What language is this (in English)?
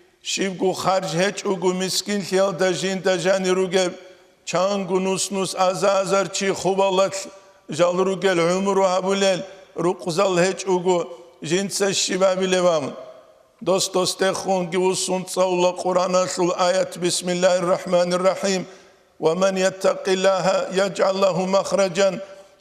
Avaric